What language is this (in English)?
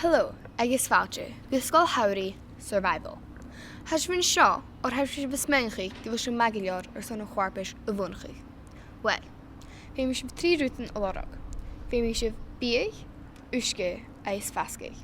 Scottish Gaelic